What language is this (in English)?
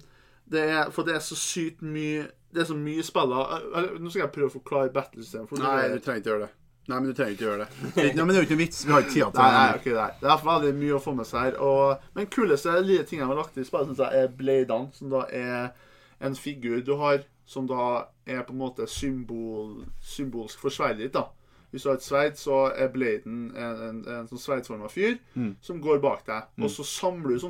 Norwegian